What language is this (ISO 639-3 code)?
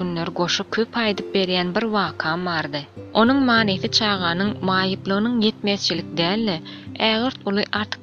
tuk